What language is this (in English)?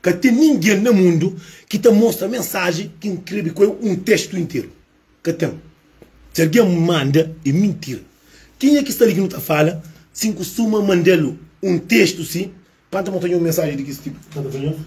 Kabuverdianu